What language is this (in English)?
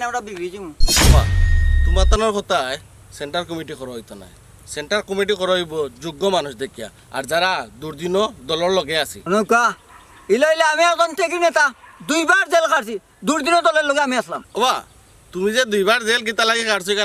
Sylheti